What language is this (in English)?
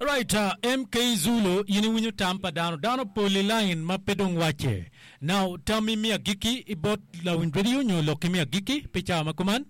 Acoli